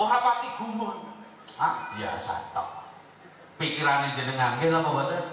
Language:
Javanese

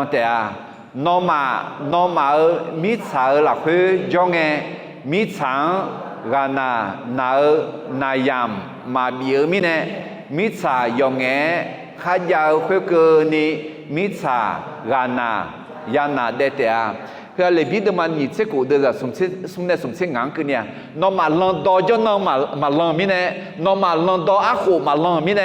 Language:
Akha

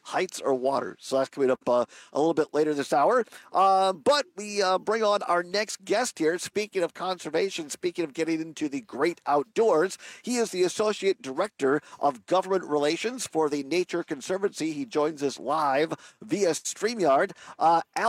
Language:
English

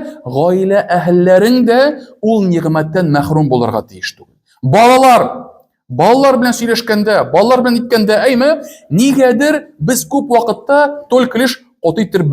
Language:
Tatar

